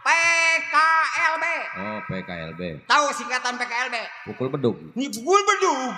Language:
Betawi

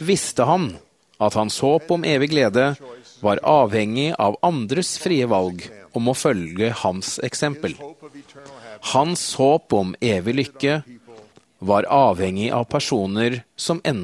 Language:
Norwegian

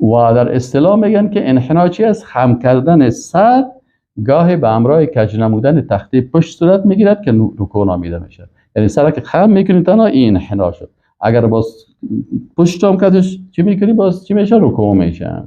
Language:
Persian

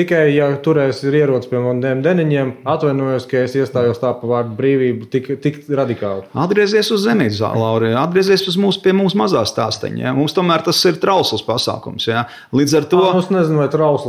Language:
Latvian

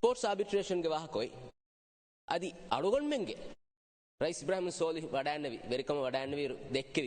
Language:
Divehi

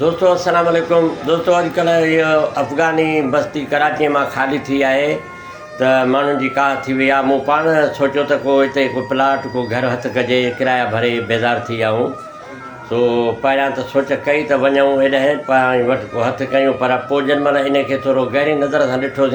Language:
Sindhi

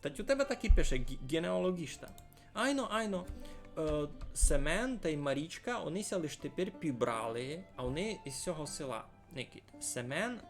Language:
Rusyn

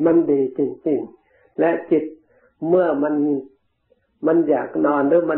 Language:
Thai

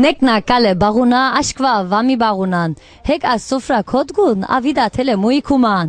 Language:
Laz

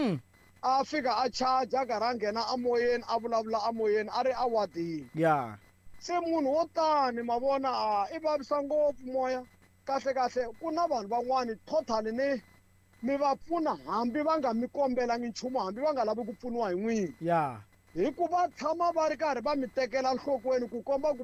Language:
Tsonga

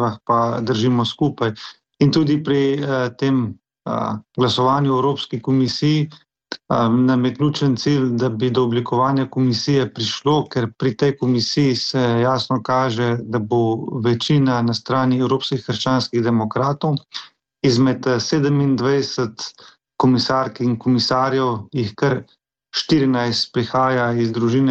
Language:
Slovenian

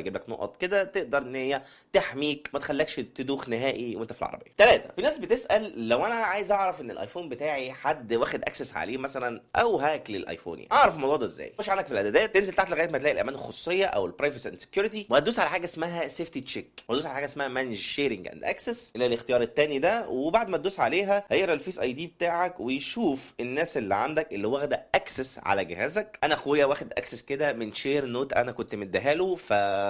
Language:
Egyptian Arabic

